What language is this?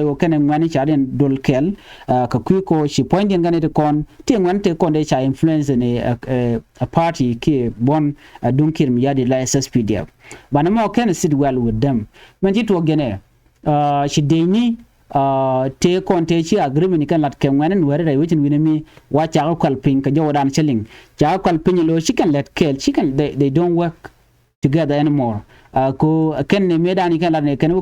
Nuer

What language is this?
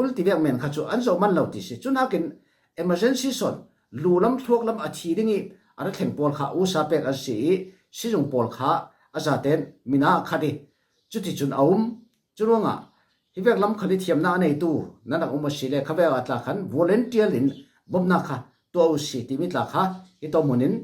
Falam Chin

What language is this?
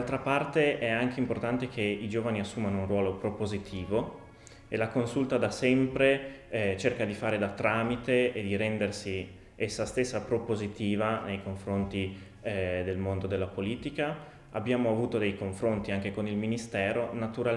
Italian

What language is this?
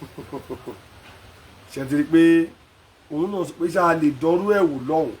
Yoruba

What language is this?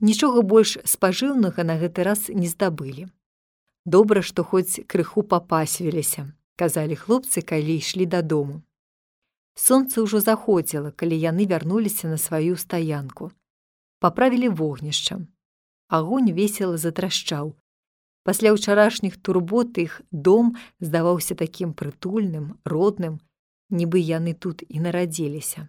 Belarusian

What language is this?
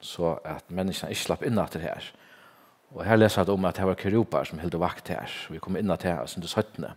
Faroese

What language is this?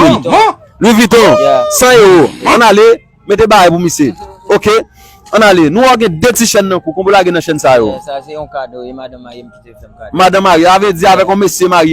Haitian Creole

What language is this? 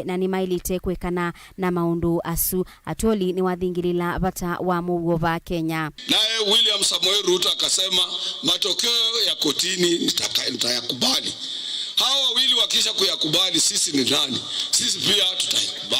Kamba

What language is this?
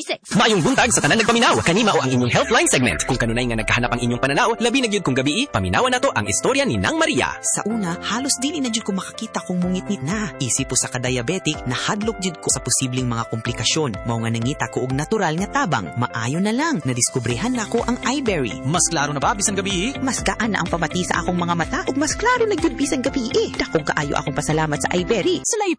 Cebuano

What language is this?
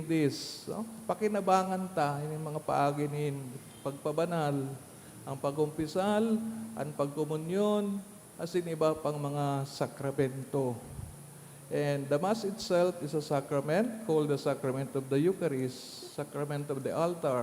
Bikol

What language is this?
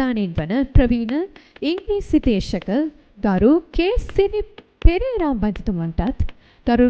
Sinhala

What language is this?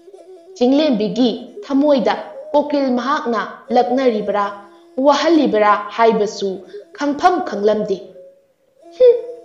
Manipuri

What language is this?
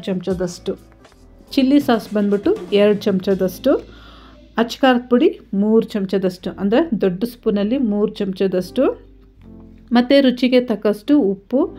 Kannada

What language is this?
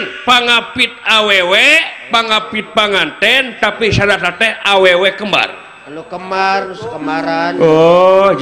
Sundanese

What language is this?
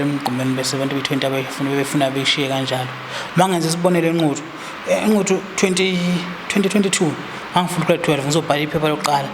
Zulu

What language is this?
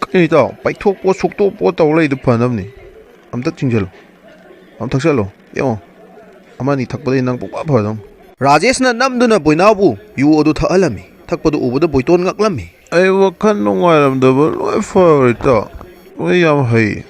Manipuri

